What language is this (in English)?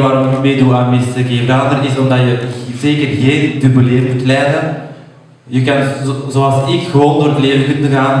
Dutch